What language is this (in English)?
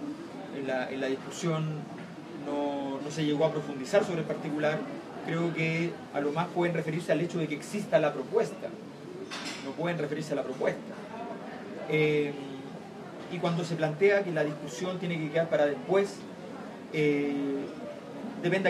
Spanish